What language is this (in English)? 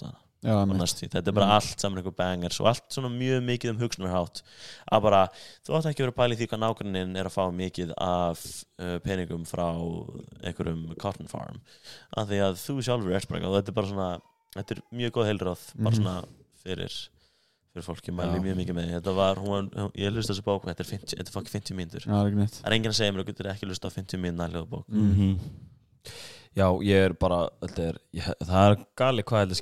Icelandic